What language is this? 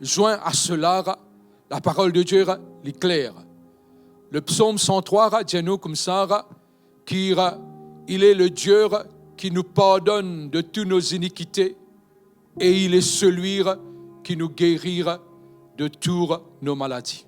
Morisyen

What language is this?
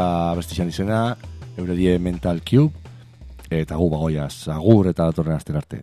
Basque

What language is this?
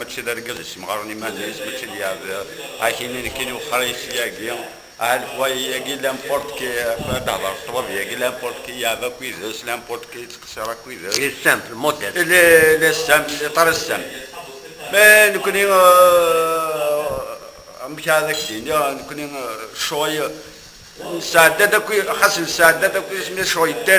Kabyle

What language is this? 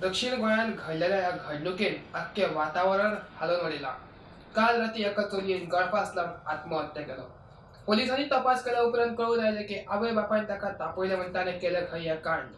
Konkani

